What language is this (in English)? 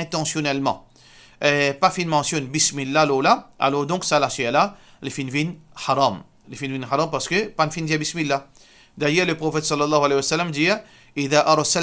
Morisyen